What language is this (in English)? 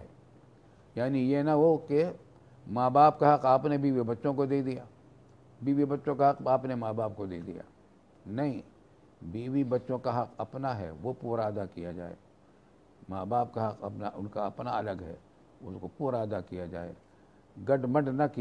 Urdu